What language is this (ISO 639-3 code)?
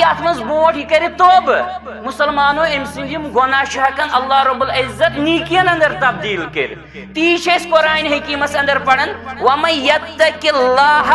kas